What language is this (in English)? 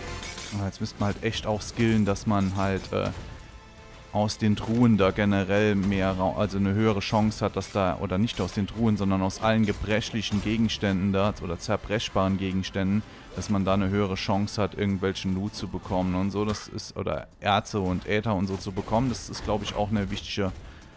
German